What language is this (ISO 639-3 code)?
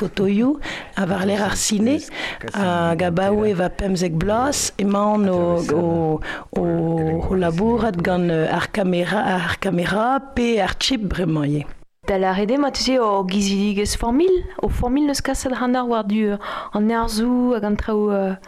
bre